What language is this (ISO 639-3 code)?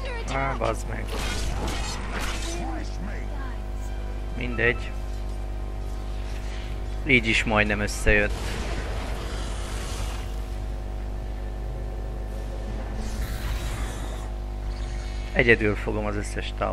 hun